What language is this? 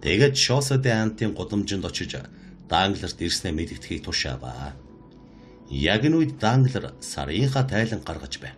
Mongolian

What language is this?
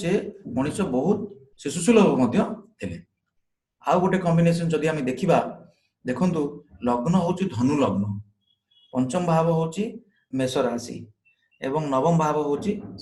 Odia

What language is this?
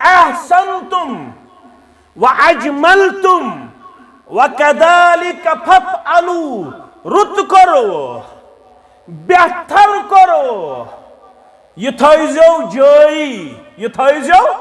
Kashmiri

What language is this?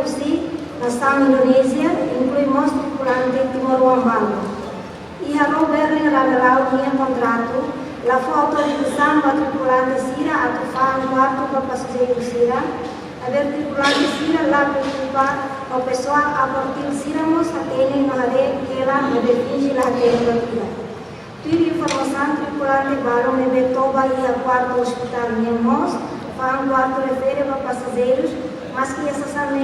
Tetum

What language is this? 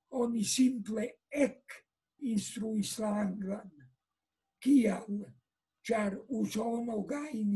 Esperanto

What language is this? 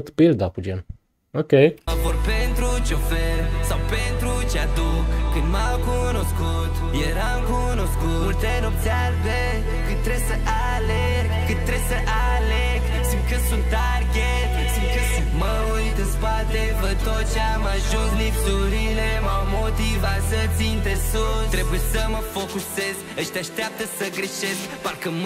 Romanian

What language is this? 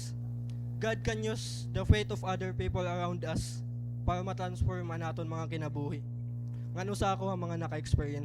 Waray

